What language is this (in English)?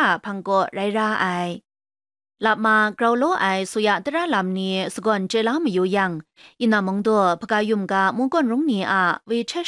Kachin